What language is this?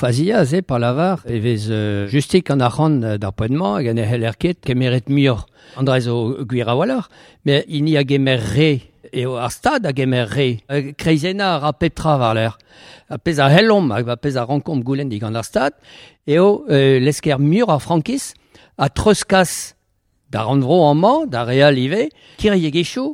Breton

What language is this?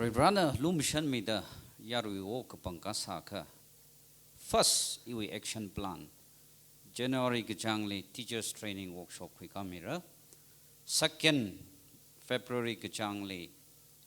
Tangkhul Naga (India)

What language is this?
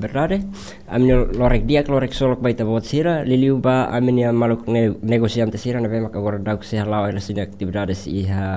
Tetum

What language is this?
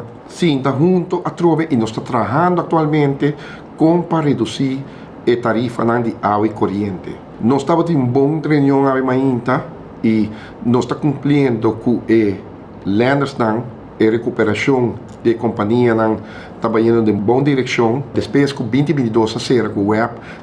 Papiamento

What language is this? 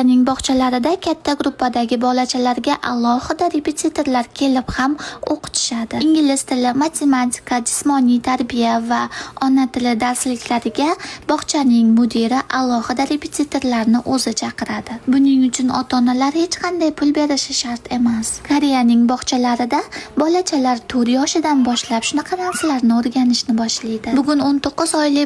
Uzbek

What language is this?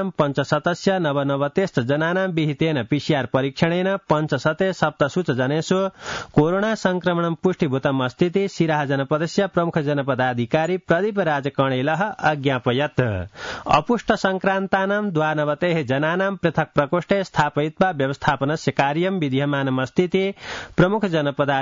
Sanskrit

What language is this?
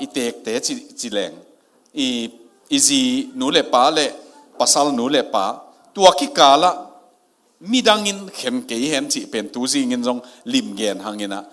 Tedim Chin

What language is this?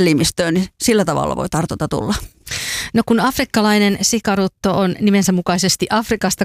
Finnish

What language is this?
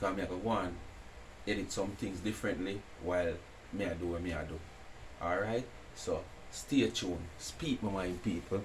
Jamaican Creole English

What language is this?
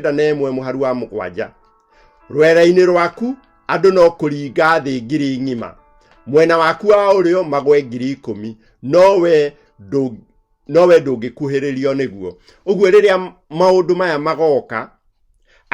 Kikuyu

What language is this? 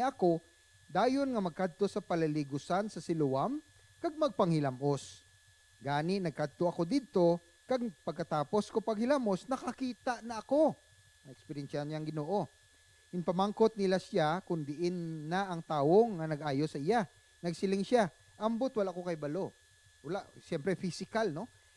Hiligaynon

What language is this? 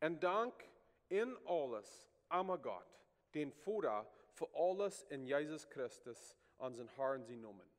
Plautdietsch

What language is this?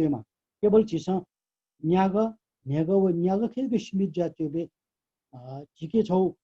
Newari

